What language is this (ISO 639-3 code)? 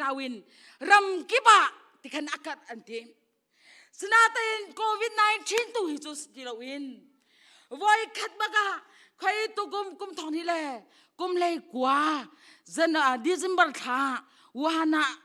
cnh